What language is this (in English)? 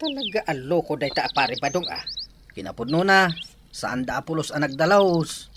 Iloko